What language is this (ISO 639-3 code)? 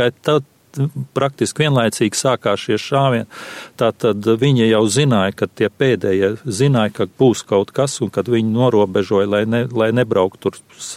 lav